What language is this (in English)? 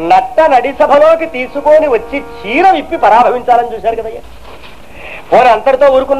Telugu